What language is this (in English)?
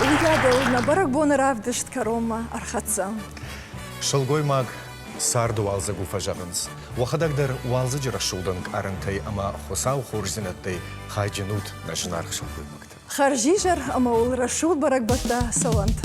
Ossetic